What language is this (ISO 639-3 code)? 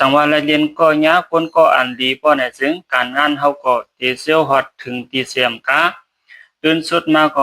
shn